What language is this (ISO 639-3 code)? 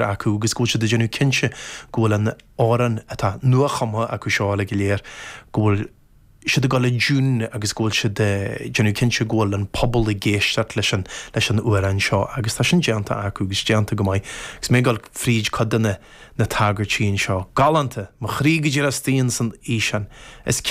gle